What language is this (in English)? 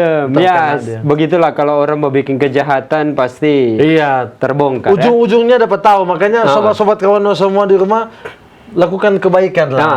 Manado Malay